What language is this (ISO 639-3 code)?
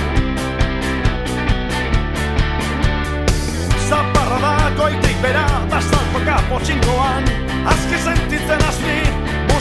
eus